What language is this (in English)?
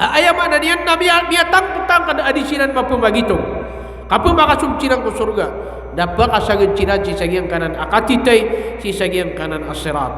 Maranao